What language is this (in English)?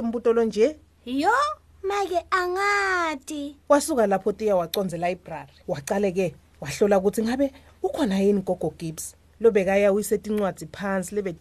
Swati